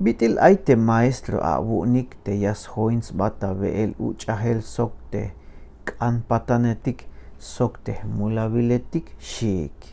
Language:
Tzeltal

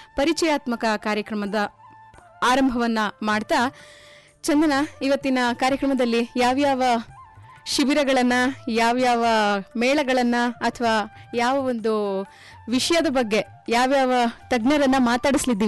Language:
Kannada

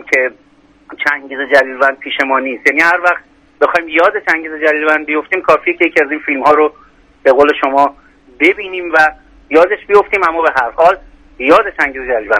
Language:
Persian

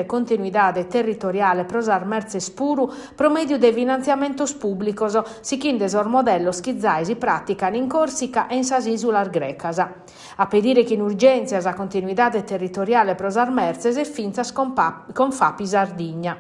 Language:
Sardinian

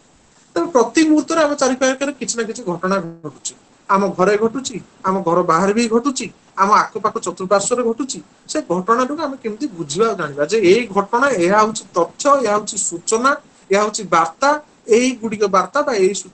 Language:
Odia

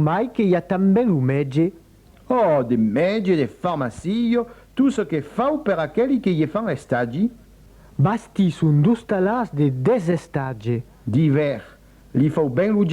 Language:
Occitan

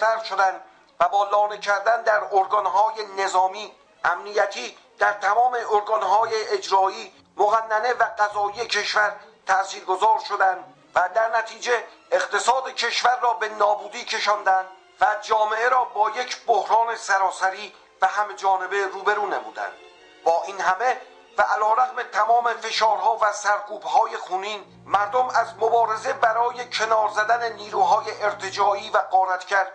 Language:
Persian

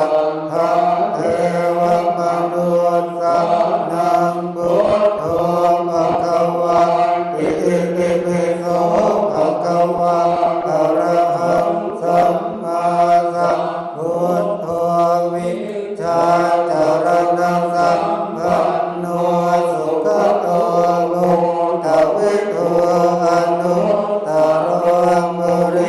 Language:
Pali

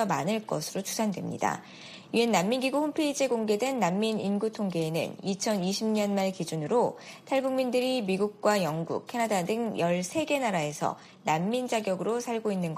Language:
Korean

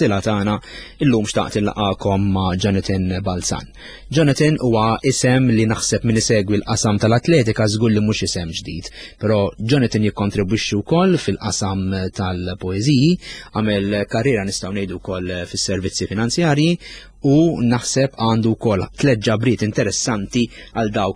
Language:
Maltese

